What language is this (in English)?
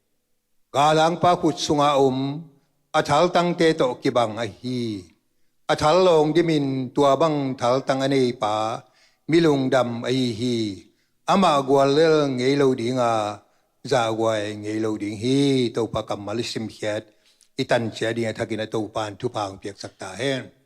Tedim Chin